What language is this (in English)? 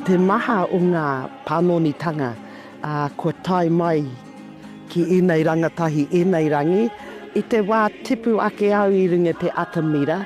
Māori